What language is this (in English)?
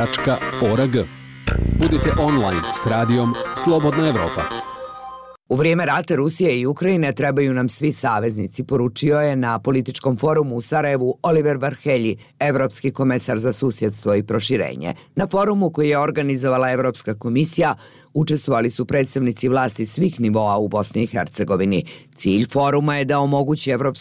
Bosnian